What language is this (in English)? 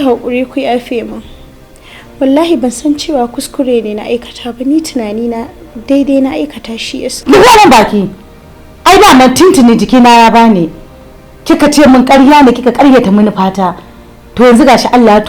Hausa